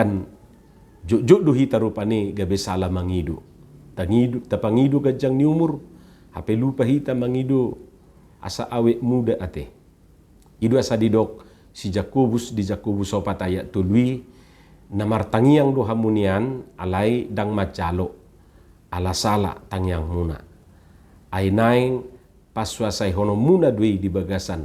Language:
Batak Toba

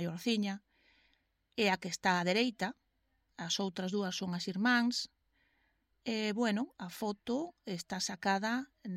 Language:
Galician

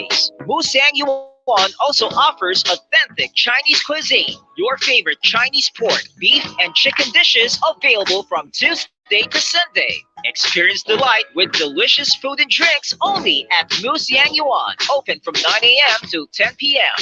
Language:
Bikol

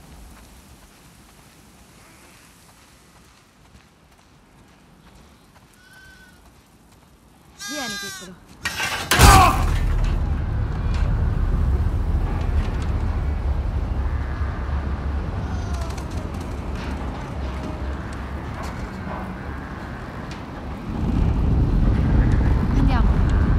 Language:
Italian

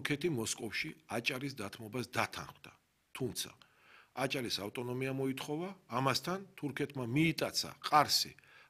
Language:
Georgian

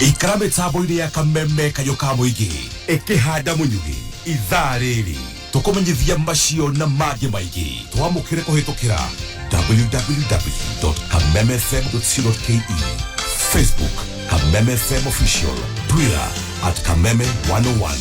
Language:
Kikuyu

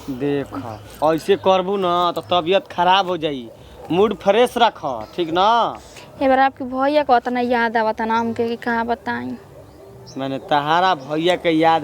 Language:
Bhojpuri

